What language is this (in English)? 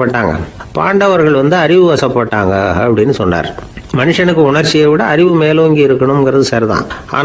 Tamil